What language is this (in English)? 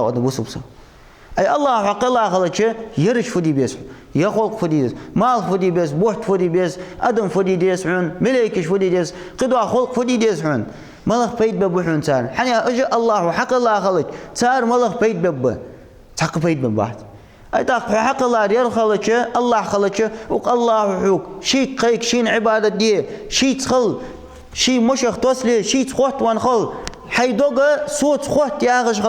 Ingush